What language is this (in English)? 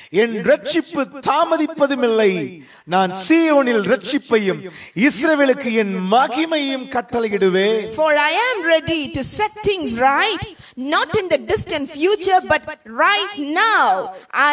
Tamil